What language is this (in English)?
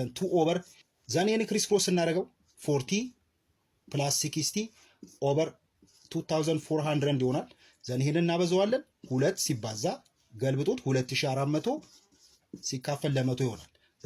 Amharic